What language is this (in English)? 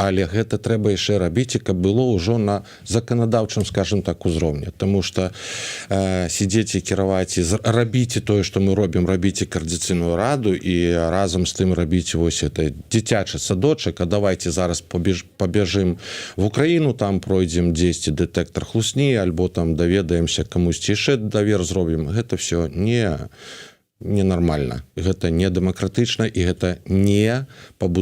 Belarusian